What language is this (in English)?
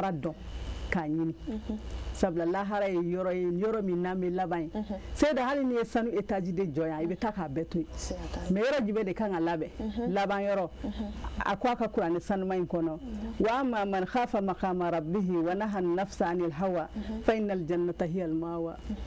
Bambara